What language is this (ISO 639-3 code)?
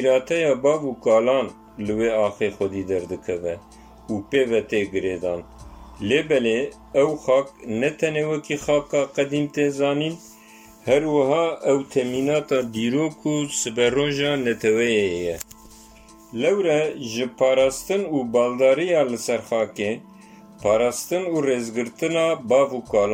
kur